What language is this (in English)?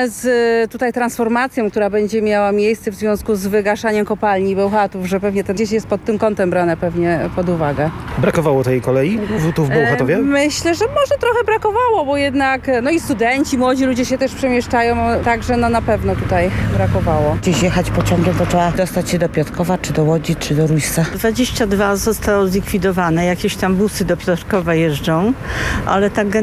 Polish